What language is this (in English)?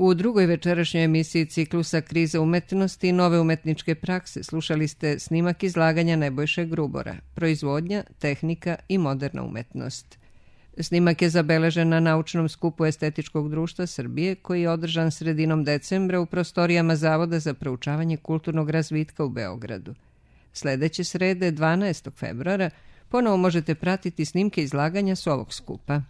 Serbian